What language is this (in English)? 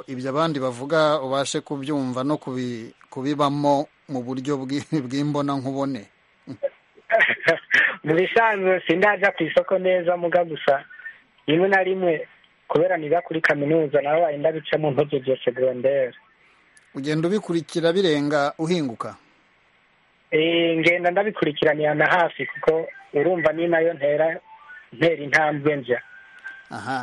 Kinyarwanda